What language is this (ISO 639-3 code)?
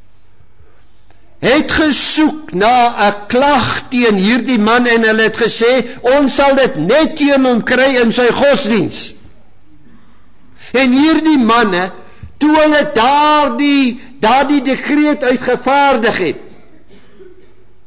afr